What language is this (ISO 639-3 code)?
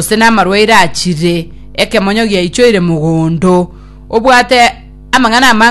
guz